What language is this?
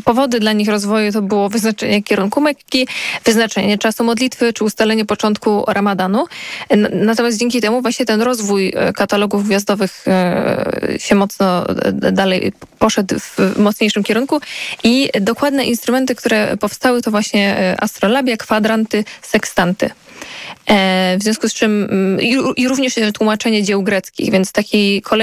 Polish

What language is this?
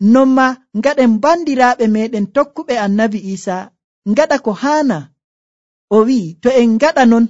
Nigerian Fulfulde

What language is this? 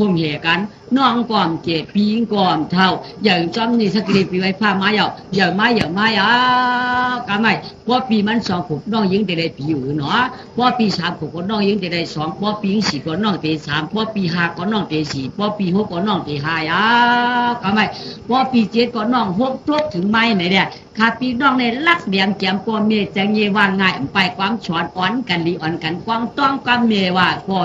Shan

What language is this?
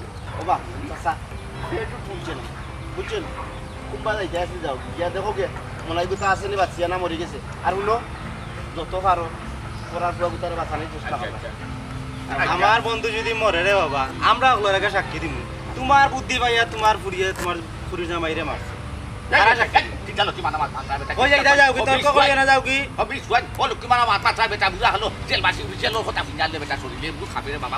Sylheti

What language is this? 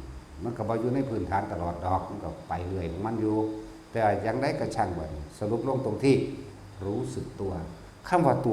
Northeastern Thai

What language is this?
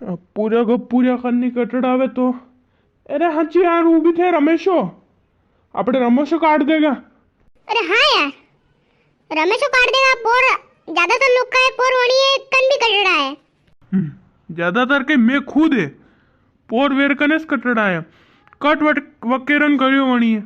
Rajasthani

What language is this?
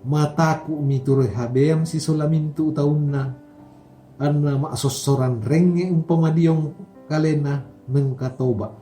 Toraja-Sa'dan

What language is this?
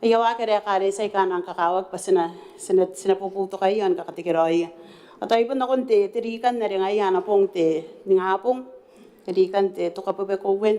Gilbertese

